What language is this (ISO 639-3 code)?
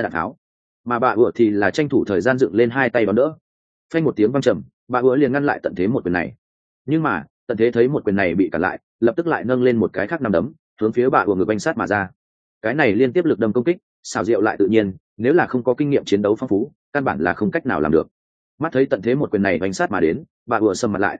vie